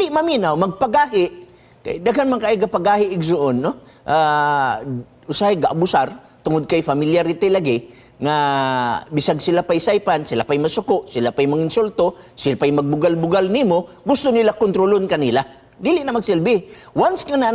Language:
Cebuano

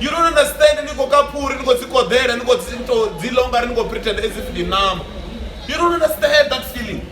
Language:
Venda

